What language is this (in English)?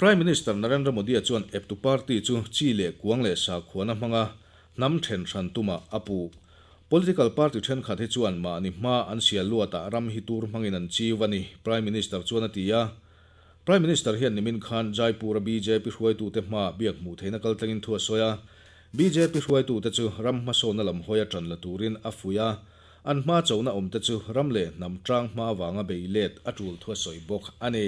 Mizo